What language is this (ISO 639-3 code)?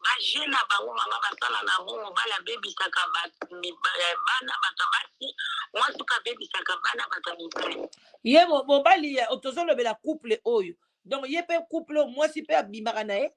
lin